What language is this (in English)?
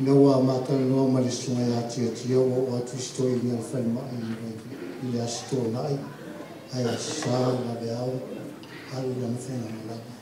Samoan